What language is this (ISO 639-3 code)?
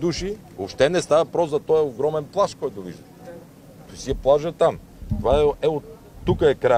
bul